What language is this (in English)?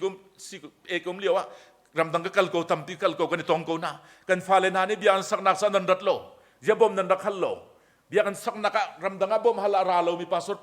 Hakha Chin